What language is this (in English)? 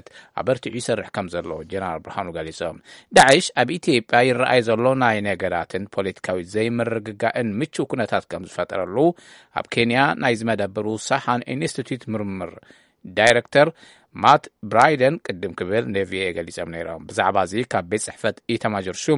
Tigrinya